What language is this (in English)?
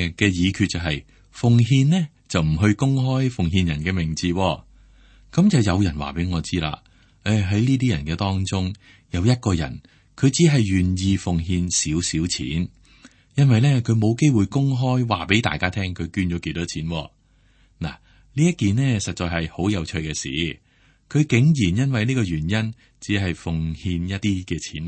Cantonese